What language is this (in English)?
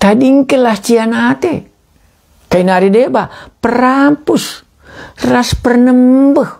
Batak Karo